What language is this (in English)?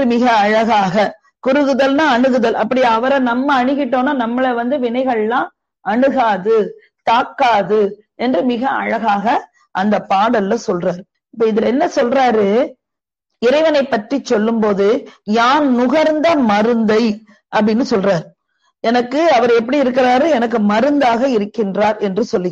Tamil